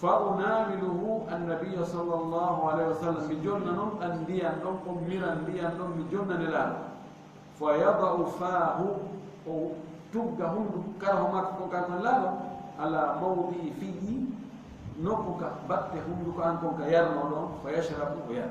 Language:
Fula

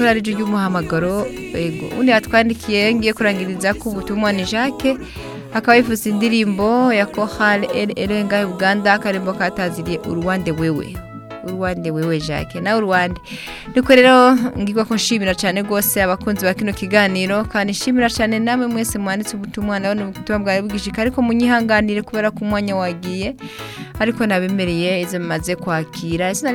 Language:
Rundi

